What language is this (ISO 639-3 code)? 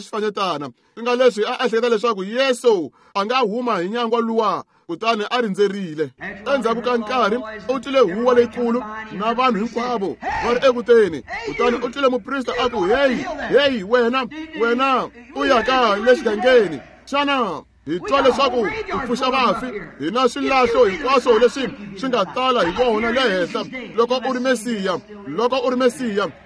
tso